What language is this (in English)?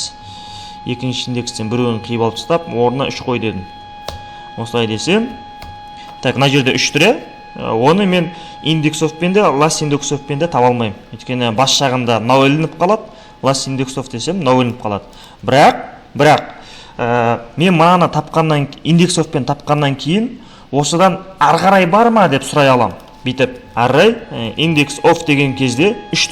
Kazakh